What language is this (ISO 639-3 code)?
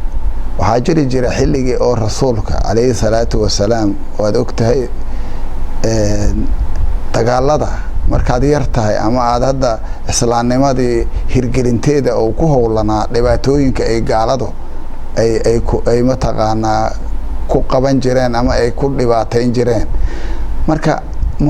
som